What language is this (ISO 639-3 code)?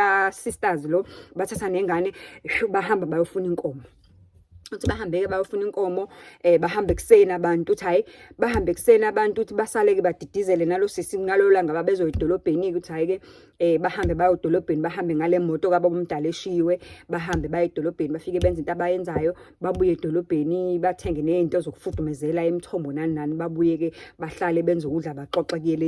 zul